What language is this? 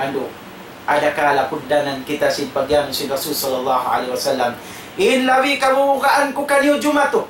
Tausug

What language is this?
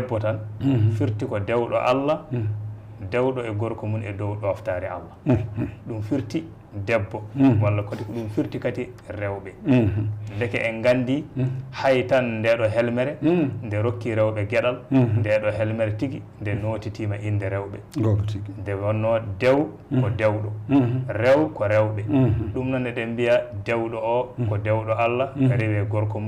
Fula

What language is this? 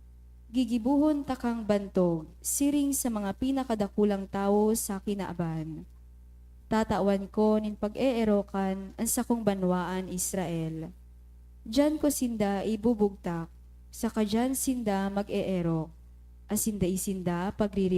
Bikol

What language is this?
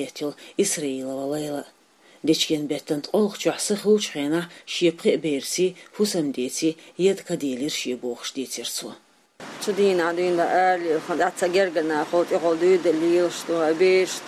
Chechen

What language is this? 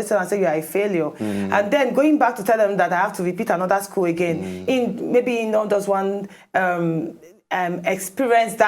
Nigerian Pidgin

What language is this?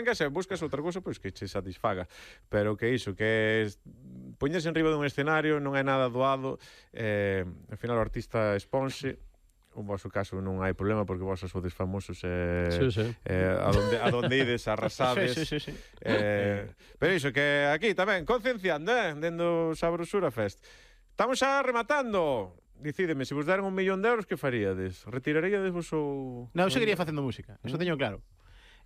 Galician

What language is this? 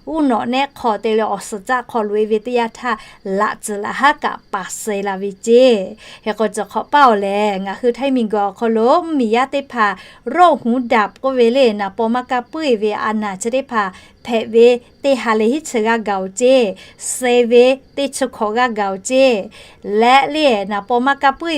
Lahu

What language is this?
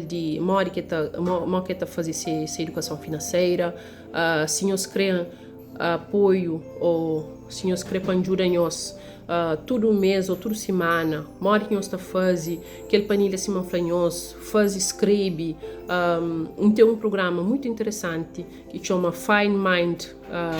Kabuverdianu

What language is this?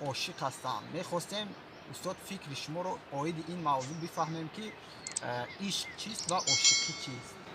Tajik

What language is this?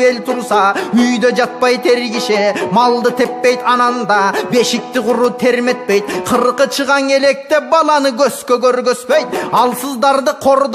Kyrgyz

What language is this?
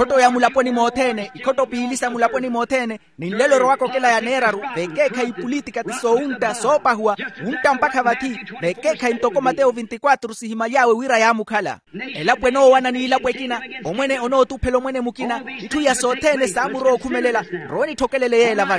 Makhuwa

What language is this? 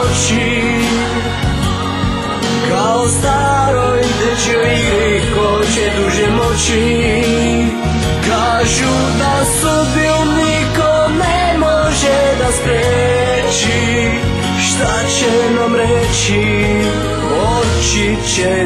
Serbian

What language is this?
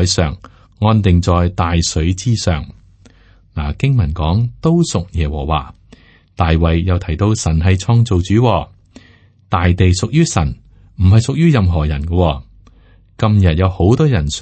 Cantonese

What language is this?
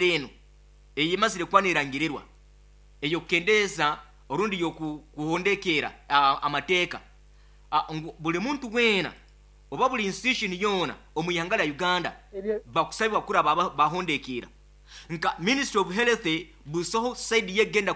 Nyoro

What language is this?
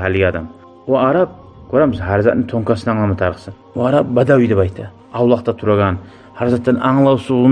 Kumyk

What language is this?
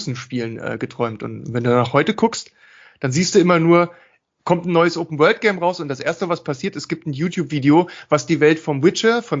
German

